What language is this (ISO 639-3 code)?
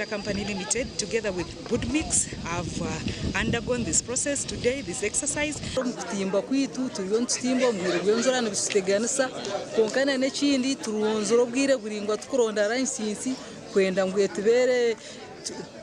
nyn